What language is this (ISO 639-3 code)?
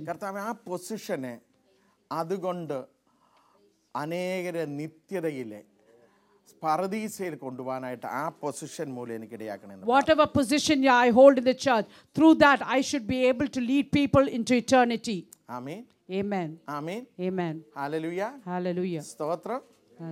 mal